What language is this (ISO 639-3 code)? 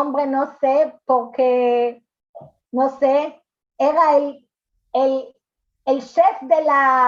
lad